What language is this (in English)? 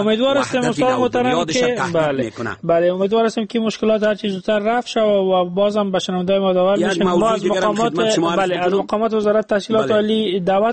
Persian